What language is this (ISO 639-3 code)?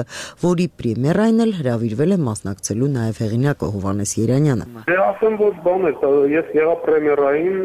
hye